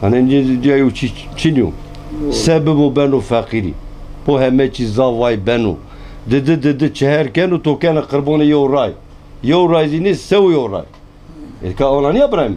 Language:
Zaza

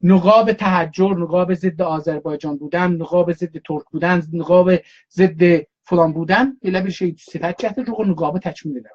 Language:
South Azerbaijani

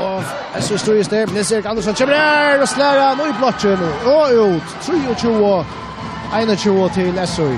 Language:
Faroese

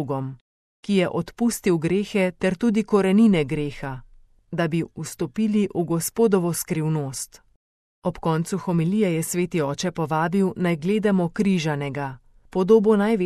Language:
Slovenian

